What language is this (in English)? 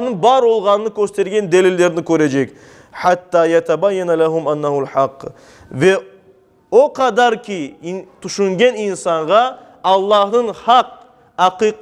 Crimean Tatar